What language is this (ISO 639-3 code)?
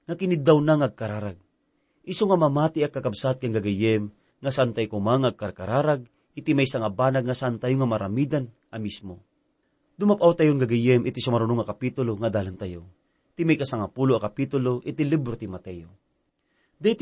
ilo